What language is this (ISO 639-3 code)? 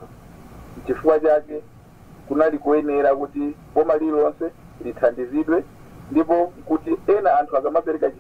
nya